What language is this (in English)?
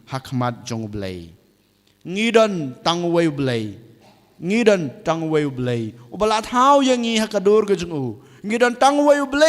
Khasi